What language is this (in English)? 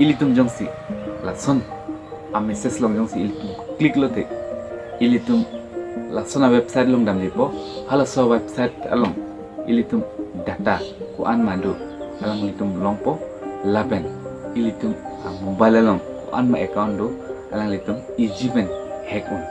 Karbi